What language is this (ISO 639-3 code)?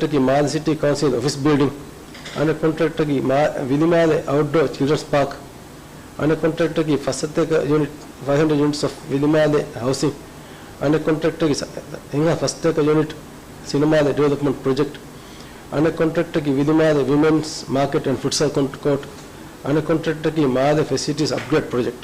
div